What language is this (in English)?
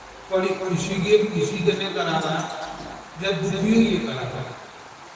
Dogri